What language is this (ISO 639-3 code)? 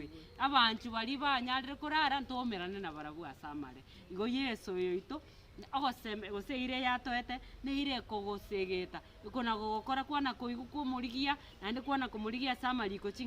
guz